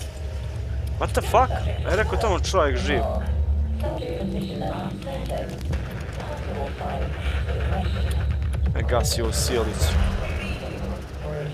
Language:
Croatian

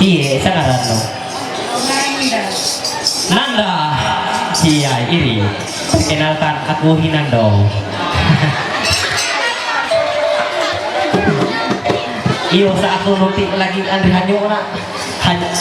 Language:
Ma'anyan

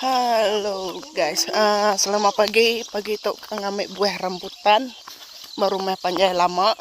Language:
Iban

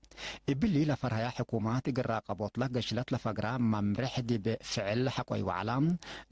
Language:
Tigre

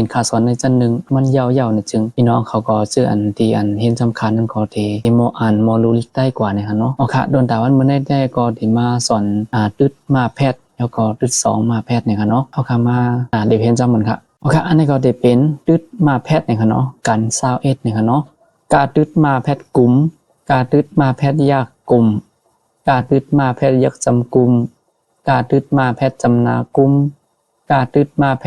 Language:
Shan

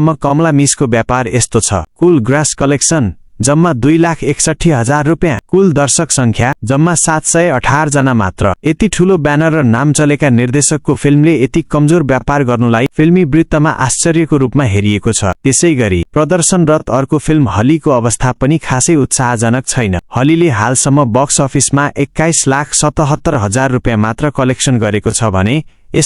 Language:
Nepali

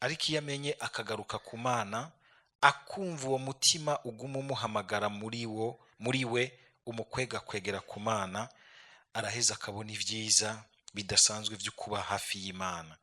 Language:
Rundi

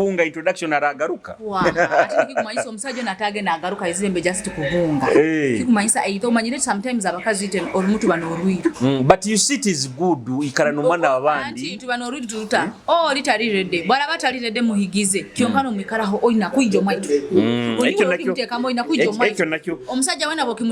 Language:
Nyoro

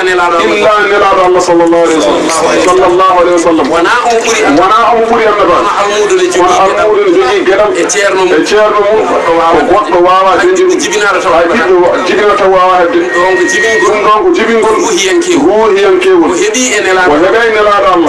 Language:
Fula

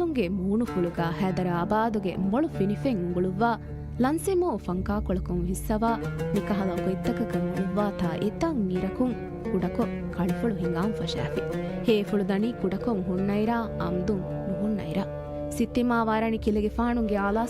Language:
Divehi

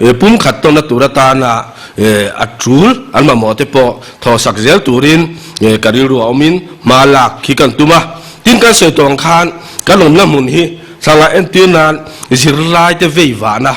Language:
Mizo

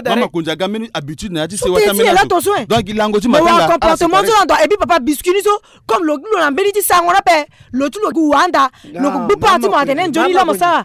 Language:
Sango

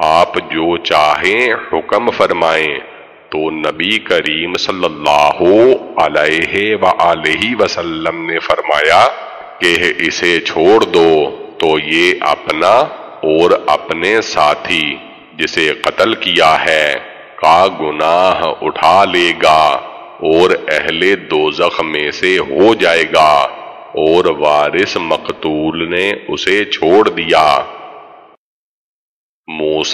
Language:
Urdu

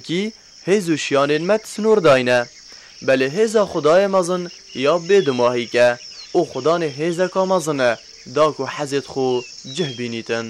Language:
Kurdish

